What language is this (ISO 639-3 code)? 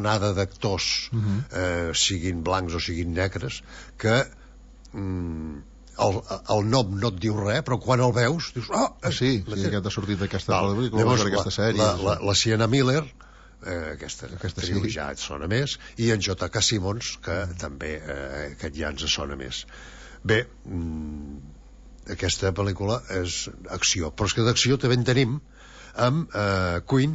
cat